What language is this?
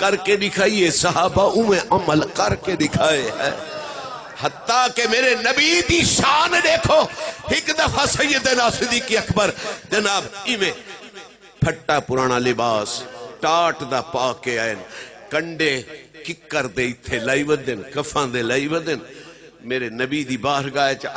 Saraiki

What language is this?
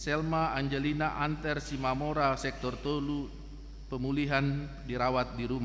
Batak Toba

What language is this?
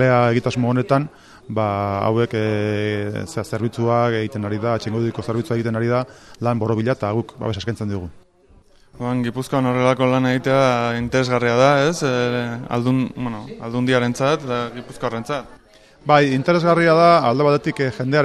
Basque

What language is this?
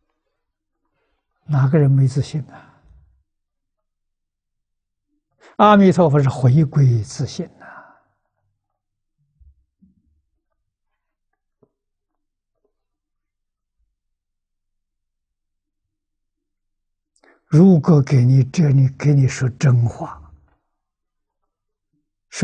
Chinese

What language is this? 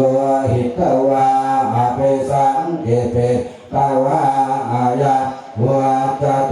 Pali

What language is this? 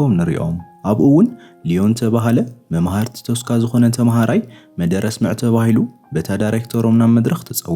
Tigrinya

